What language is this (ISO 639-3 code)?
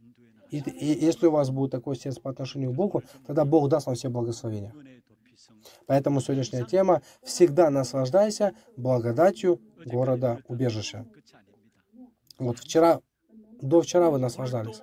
rus